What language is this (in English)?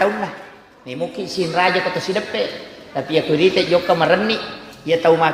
Buginese